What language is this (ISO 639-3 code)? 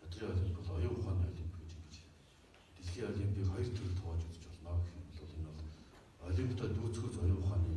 mon